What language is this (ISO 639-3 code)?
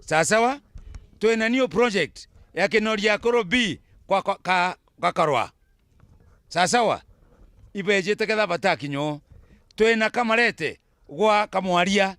mer